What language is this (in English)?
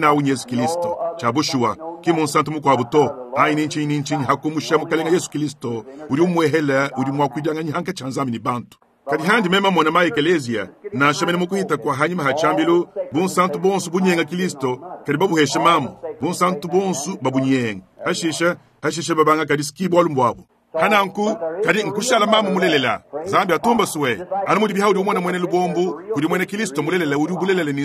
Luba-Lulua